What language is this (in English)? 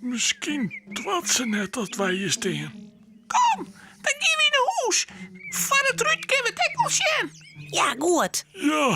Western Frisian